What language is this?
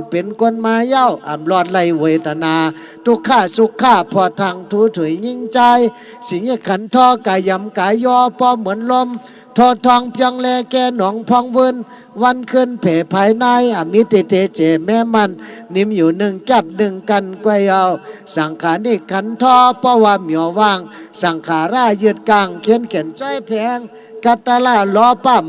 Shan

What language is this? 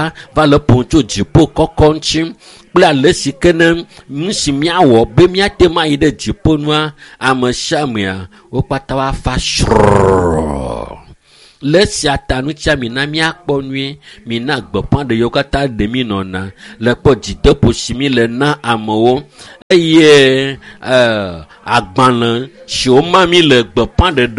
Ewe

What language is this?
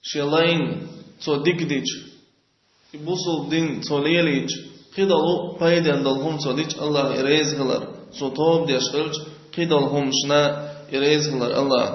Chechen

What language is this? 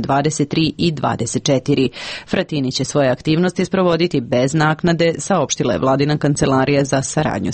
Serbian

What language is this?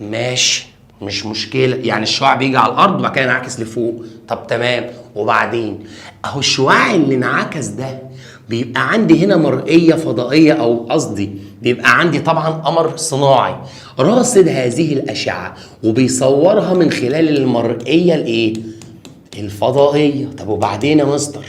Egyptian Arabic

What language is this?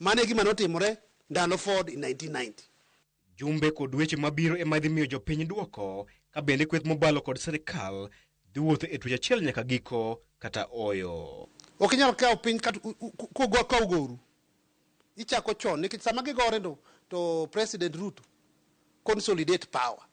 Luo (Kenya and Tanzania)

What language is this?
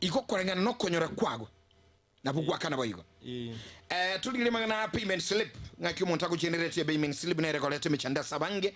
Gusii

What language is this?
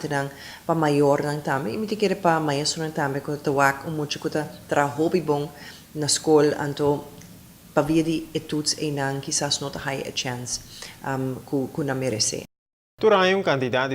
Papiamento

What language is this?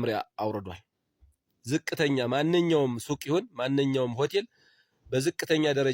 Amharic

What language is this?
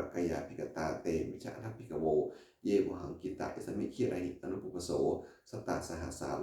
Pali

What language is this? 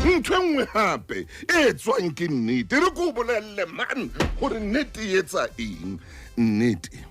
Southern Sotho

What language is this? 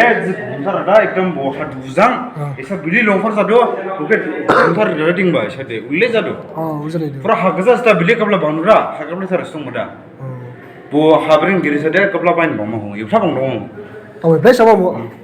Dimasa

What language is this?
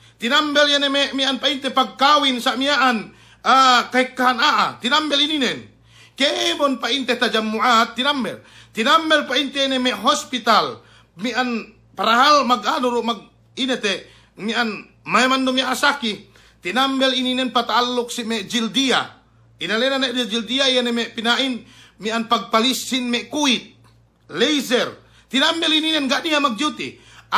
Yakan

